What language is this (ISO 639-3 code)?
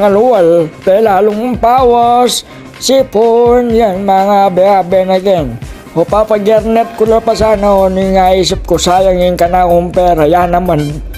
pam